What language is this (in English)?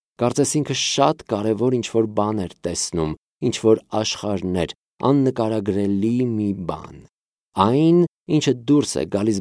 Armenian